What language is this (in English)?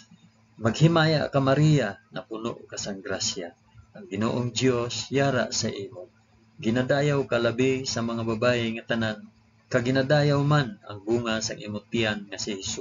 Hiligaynon